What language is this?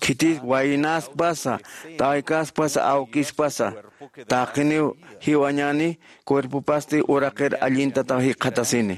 Aymara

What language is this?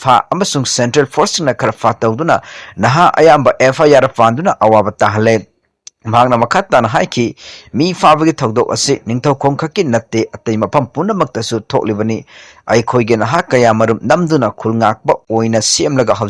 Manipuri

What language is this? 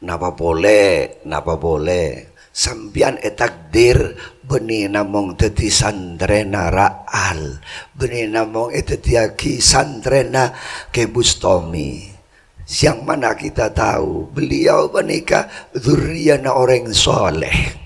Madurese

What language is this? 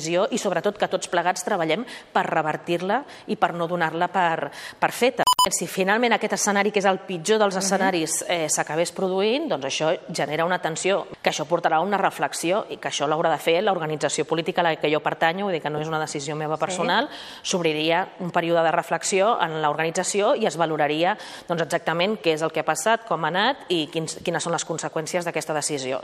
Catalan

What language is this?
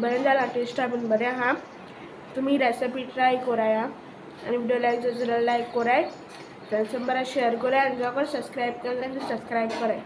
Konkani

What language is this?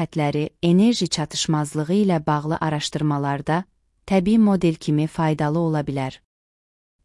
Azerbaijani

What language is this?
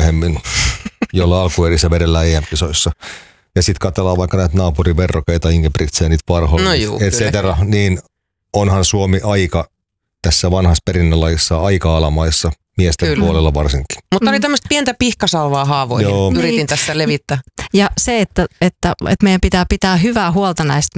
Finnish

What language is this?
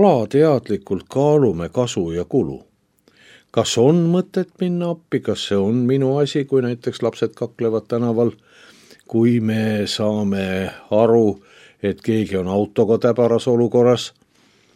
Estonian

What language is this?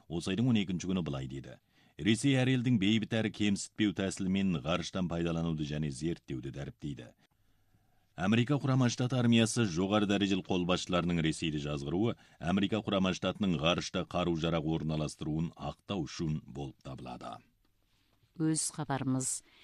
Kazakh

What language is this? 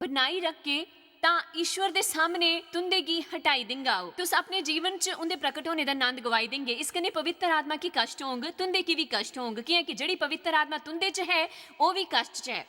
Dogri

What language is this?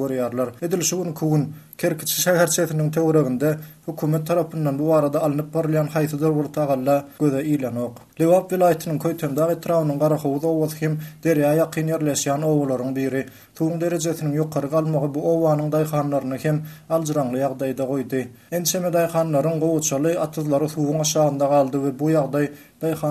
Turkmen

